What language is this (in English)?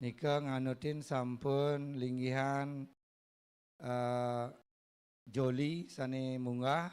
Balinese